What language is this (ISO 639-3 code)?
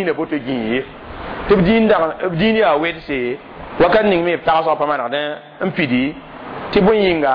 mos